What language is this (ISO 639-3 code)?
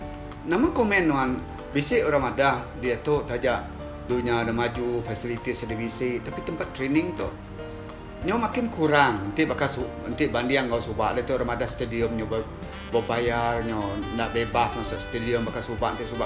iba